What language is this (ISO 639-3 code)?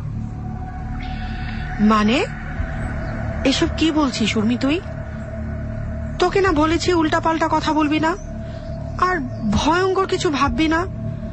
ben